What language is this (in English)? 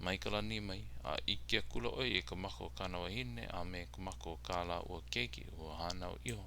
Hawaiian